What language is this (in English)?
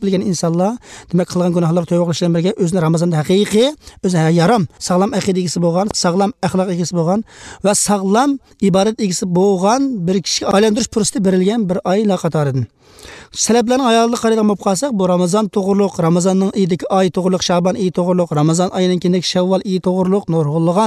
Uyghur